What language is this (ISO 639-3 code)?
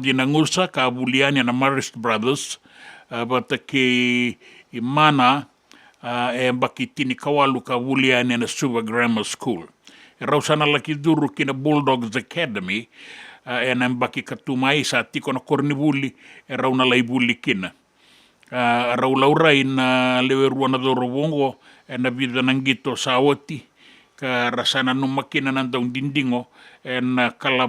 fij